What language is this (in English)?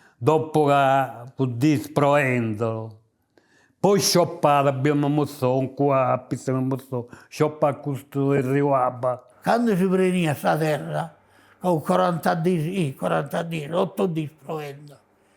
Sardinian